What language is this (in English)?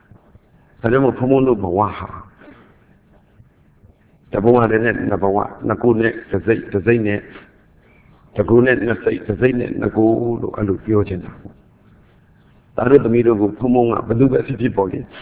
Burmese